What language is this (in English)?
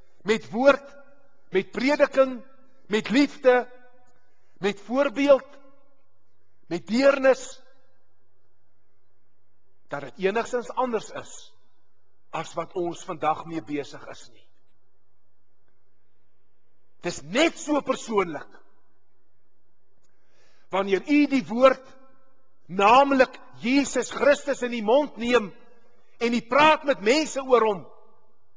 Afrikaans